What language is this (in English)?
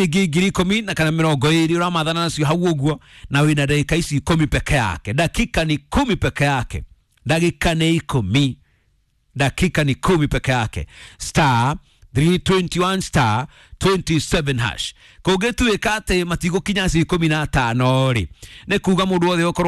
Kikuyu